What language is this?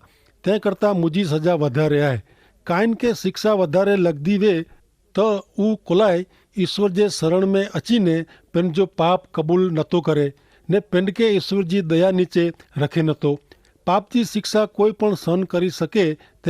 Kachhi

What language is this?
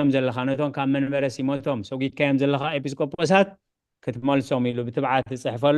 Tigrinya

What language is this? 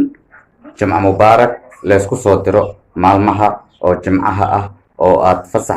Somali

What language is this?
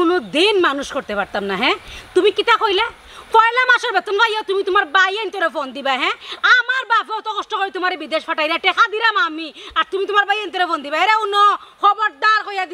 Sylheti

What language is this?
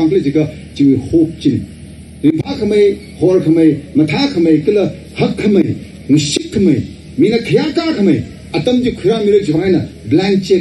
Tangkhul Naga (India)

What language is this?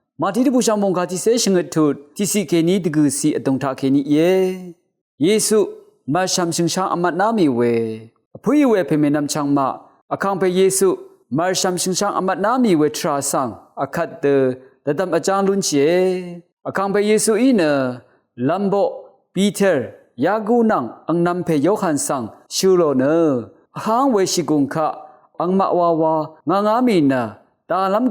Rawang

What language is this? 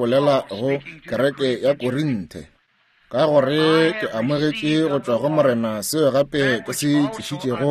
Northern Sotho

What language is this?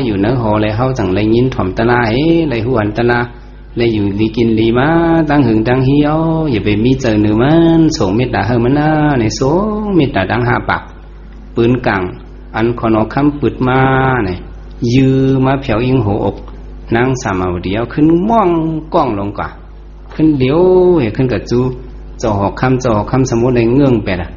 Shan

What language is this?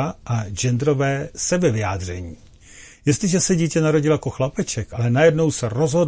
Czech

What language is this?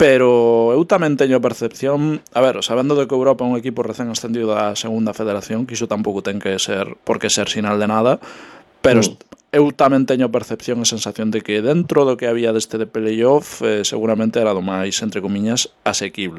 Galician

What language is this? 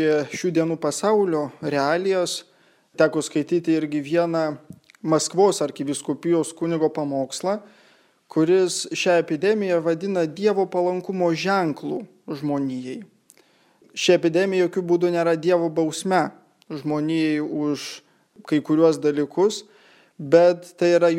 Lithuanian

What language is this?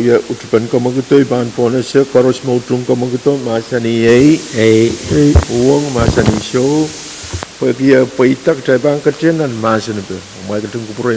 Pohnpeian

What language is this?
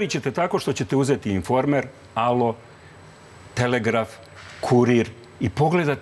Serbian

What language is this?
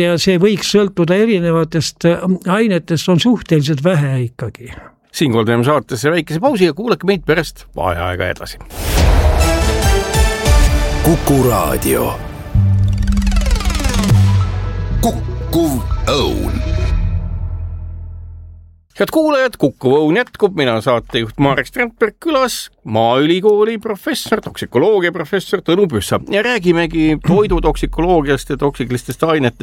Estonian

